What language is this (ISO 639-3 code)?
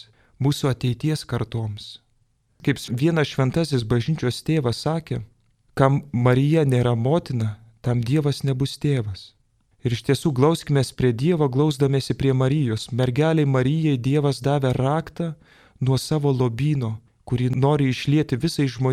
lit